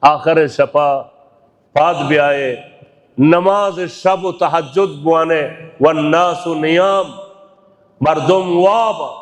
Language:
Baluchi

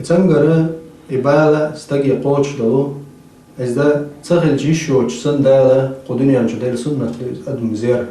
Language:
Chechen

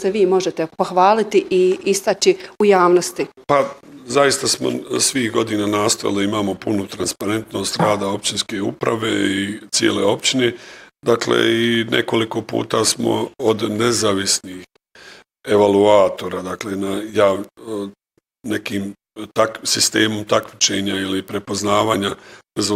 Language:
Bosnian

